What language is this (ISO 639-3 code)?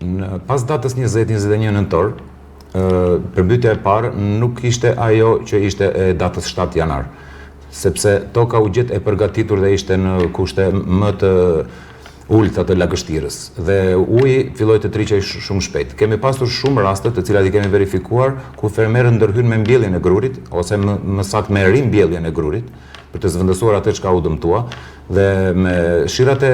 sqi